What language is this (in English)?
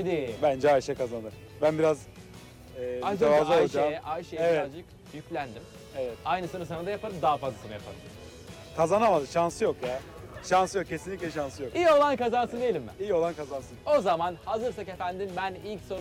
Turkish